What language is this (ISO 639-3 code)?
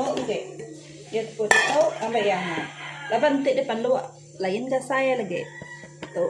iba